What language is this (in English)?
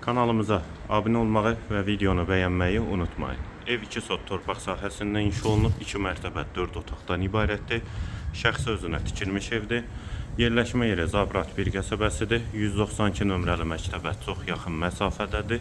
Azerbaijani